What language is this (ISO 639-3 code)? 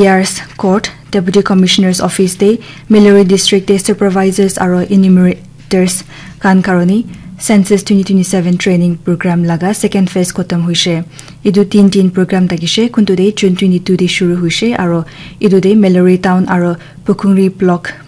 nag